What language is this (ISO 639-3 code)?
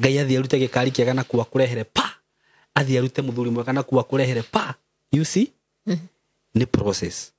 kik